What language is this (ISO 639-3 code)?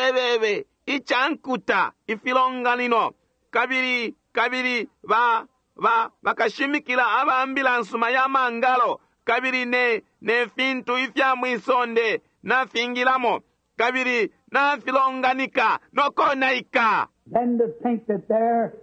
bem